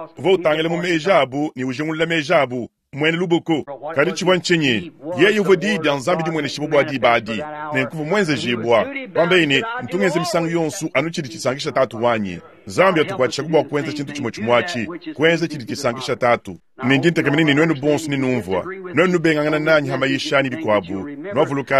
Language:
Luba-Lulua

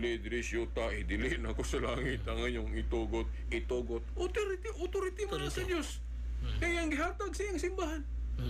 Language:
Cebuano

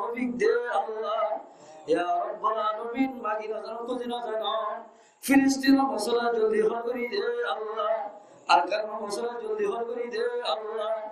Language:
Rohingya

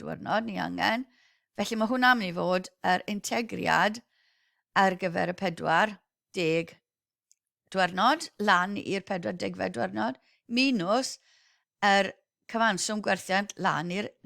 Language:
Welsh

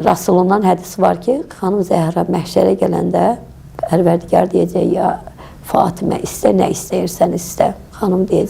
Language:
Azerbaijani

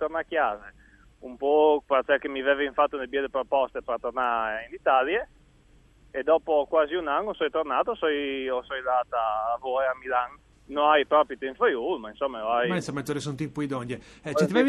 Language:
Friulian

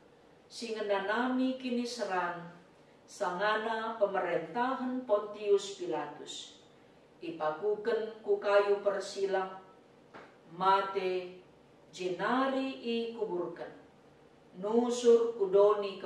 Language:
Batak Karo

